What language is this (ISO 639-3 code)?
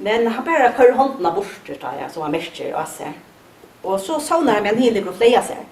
fao